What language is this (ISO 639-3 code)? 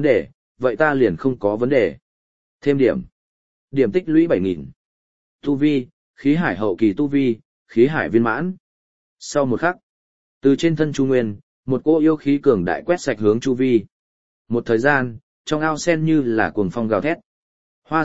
vie